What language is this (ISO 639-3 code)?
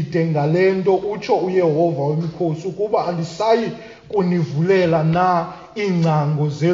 xho